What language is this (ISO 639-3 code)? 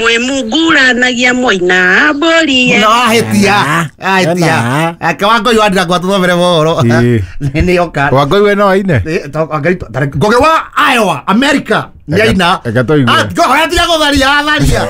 kik